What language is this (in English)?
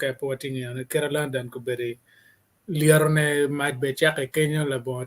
Acoli